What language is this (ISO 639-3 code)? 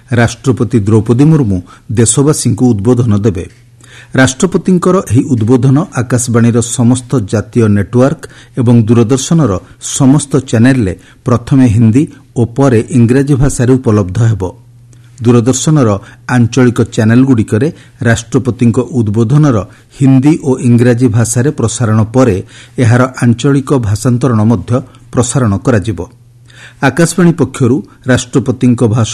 ori